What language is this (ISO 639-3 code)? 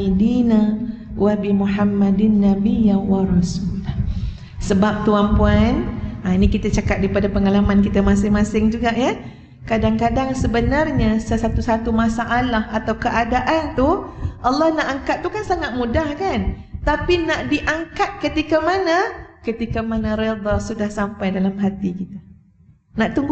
msa